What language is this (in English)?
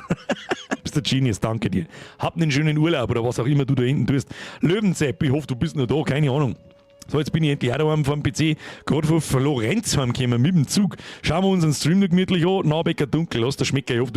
Bavarian